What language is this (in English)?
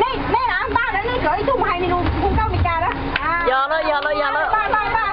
Hmong